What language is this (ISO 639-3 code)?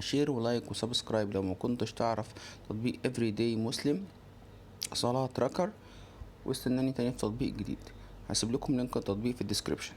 arz